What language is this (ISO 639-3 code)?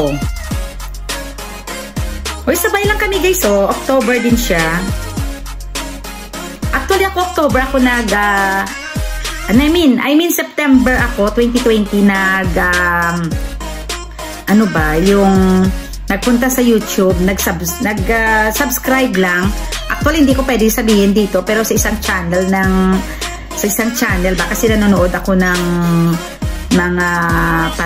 fil